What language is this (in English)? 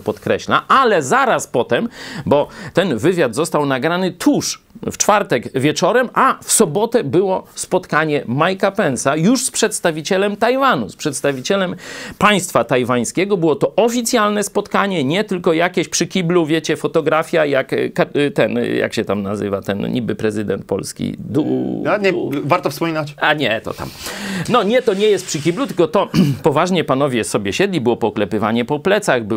Polish